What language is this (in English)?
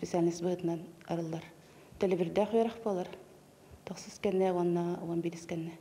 Yakut